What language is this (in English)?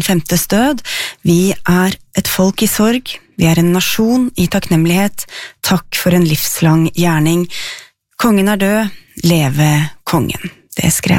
Norwegian